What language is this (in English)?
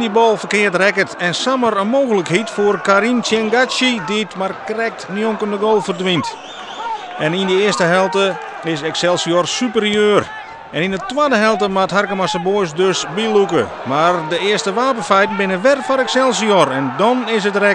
Western Frisian